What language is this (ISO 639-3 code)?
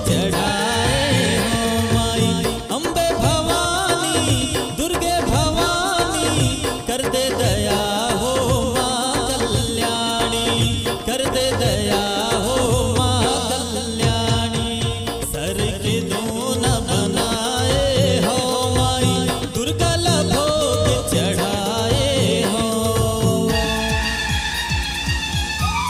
hne